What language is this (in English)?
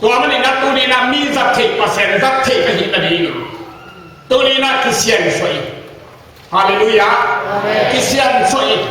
Tedim Chin